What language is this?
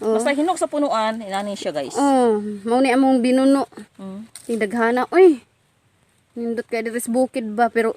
Cebuano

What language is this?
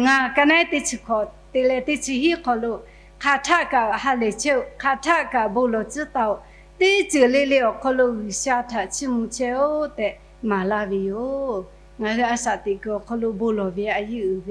Lahu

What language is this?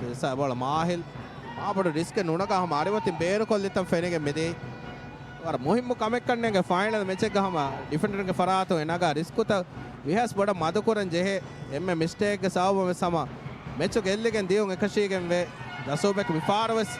Divehi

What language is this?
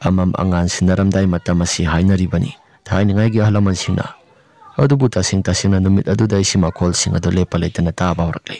Manipuri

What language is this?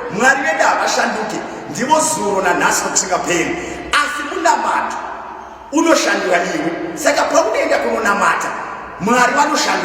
Shona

